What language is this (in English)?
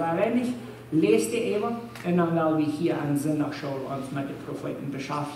Plautdietsch